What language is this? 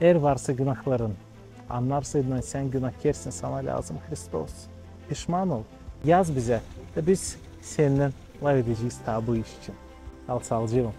Gagauz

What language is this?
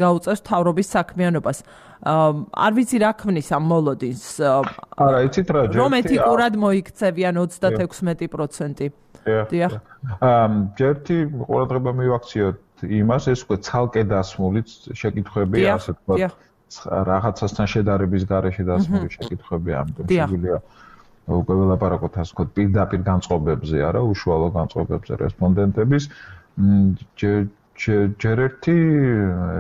Georgian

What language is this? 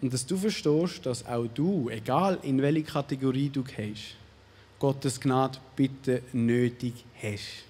Swiss German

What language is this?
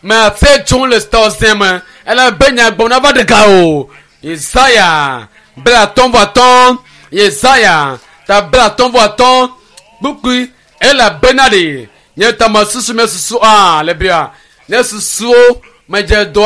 Ewe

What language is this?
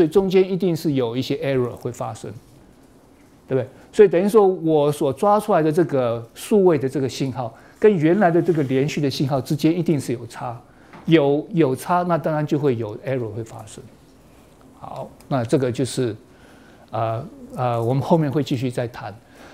Chinese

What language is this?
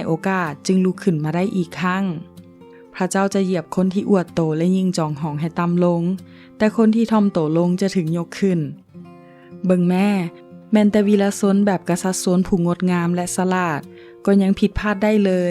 Lao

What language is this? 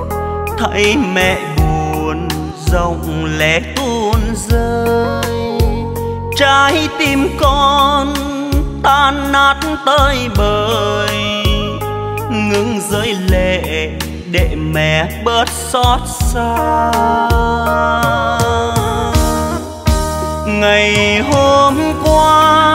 Vietnamese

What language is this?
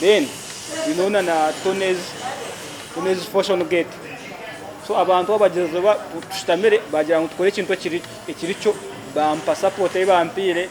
Nyankole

